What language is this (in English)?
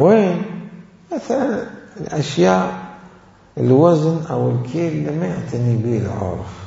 Mesopotamian Arabic